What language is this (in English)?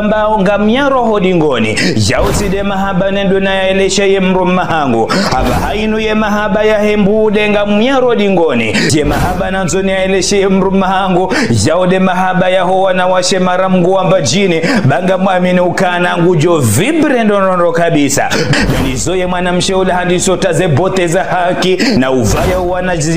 Ngazidja Comorian